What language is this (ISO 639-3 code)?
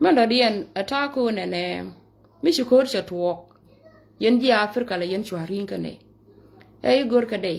nus